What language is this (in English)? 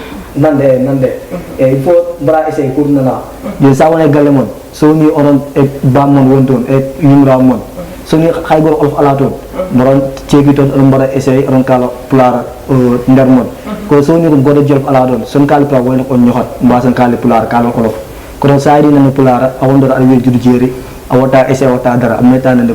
Fula